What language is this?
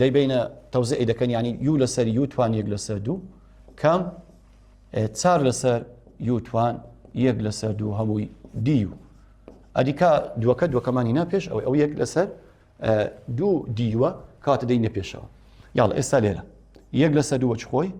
Central Kurdish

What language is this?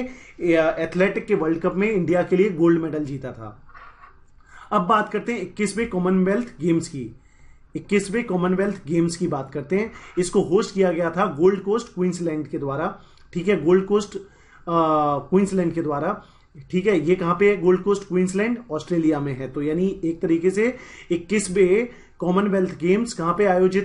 Hindi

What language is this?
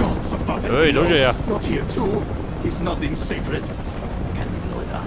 Bavarian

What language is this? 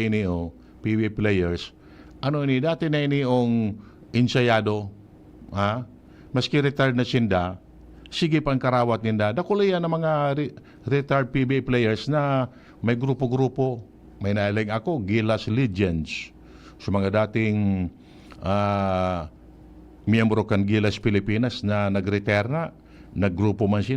Bikol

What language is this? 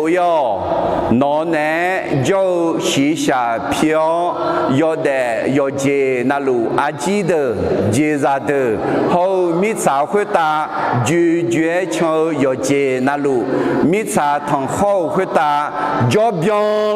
Akha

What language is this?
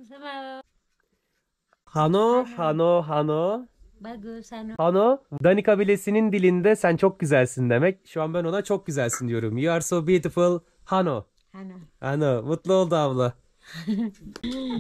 Turkish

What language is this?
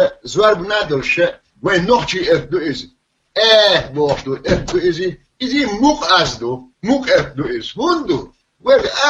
Chechen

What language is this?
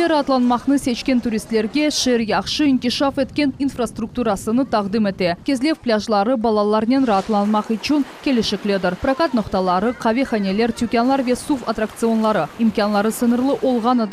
Crimean Tatar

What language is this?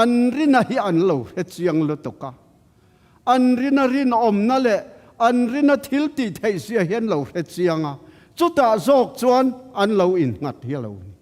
Mizo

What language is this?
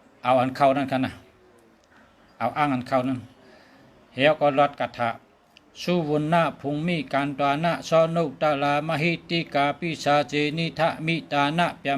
Shan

